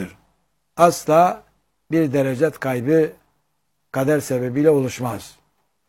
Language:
Turkish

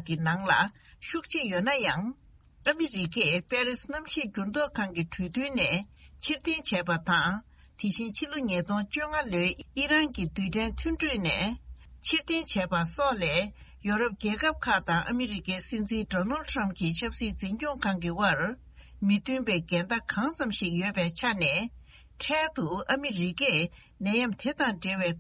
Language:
Tibetan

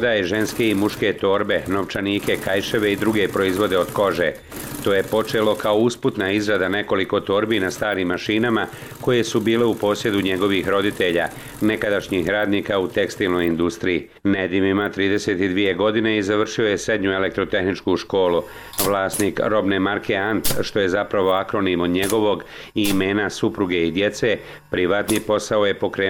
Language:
Bosnian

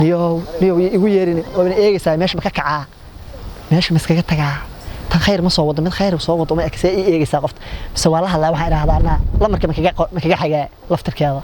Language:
Somali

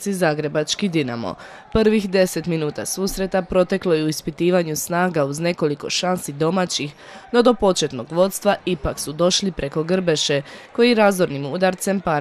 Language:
Croatian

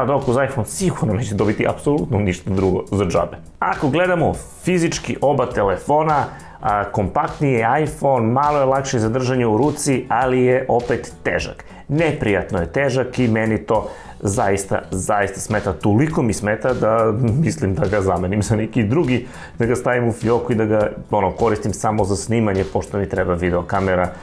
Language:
Serbian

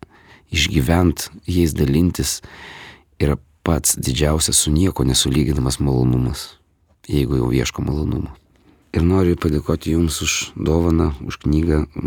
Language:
Lithuanian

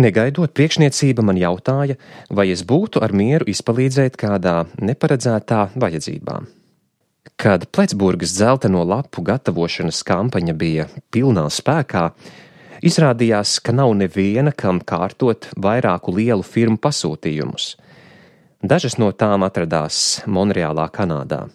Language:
Latvian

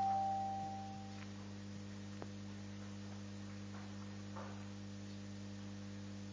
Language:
Czech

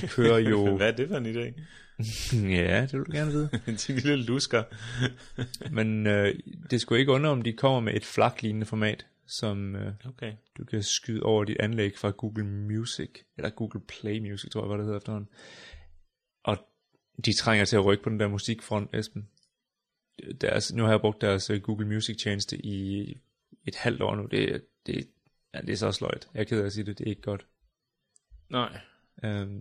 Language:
Danish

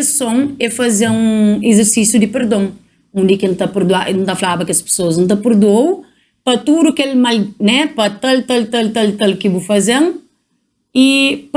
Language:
Kabuverdianu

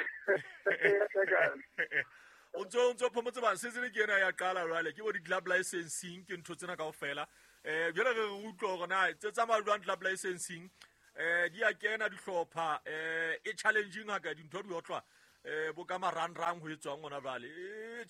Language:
Southern Sotho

